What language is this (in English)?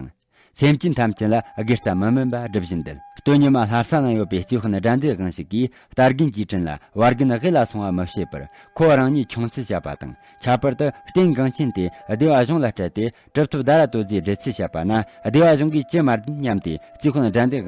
Tibetan